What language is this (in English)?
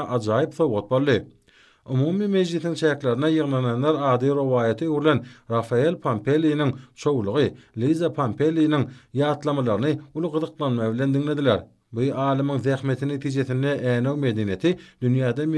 Turkmen